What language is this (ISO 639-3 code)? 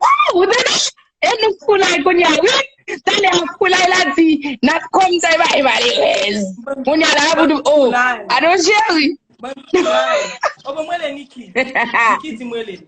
hat